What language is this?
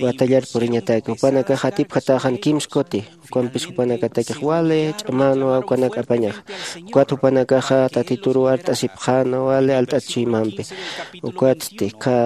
Aymara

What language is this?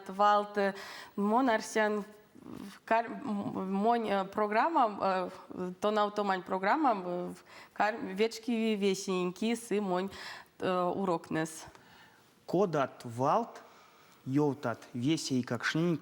Erzya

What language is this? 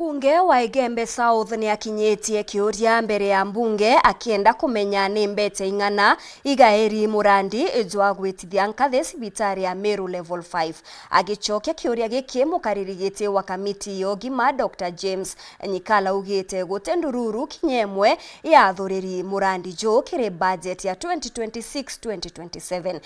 Meru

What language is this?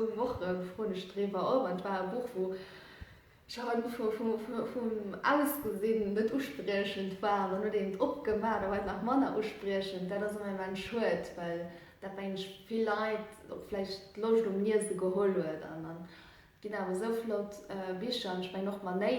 Luxembourgish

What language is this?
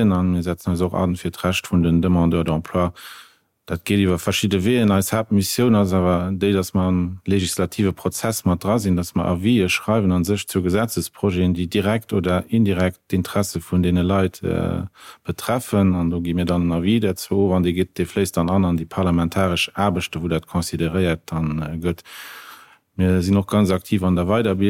Luxembourgish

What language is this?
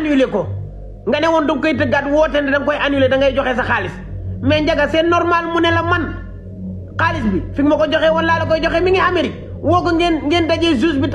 Wolof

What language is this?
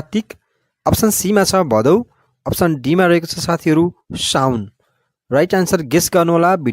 Nepali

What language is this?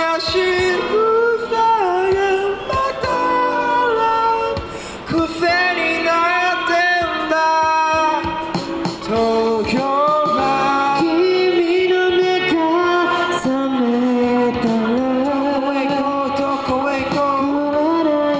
Japanese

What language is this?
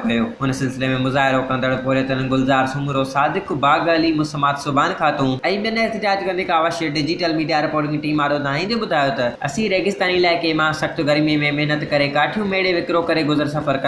Sindhi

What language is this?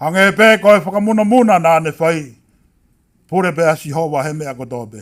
Tongan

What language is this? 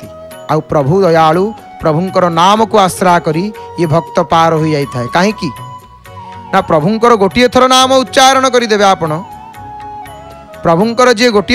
Odia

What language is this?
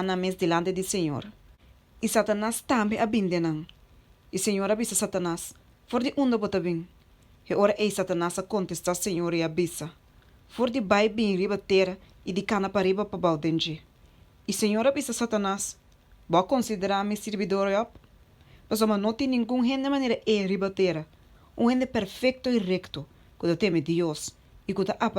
Papiamento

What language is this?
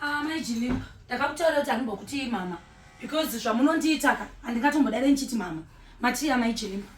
Shona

